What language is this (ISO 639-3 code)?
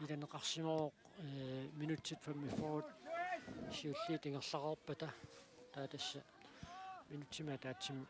kal